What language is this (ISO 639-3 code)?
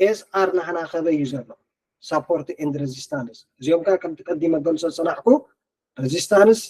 tir